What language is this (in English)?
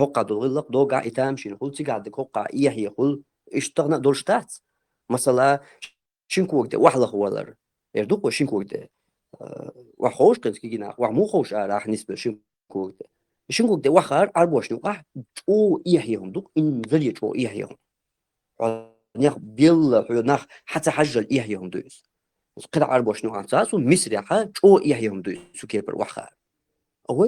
Chechen